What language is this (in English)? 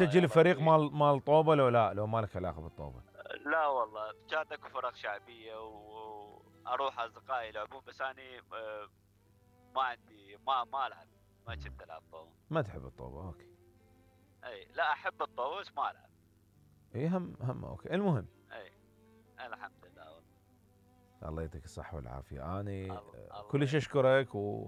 Mesopotamian Arabic